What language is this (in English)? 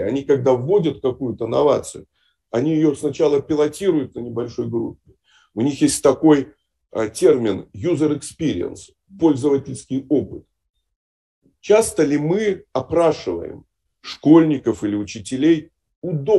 Russian